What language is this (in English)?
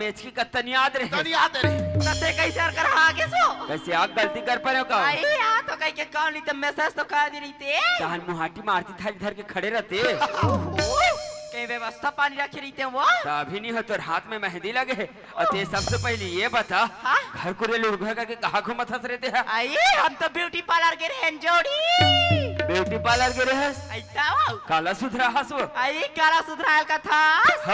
Chhattisgarhi